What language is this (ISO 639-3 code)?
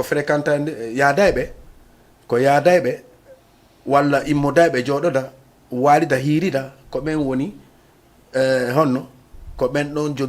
ful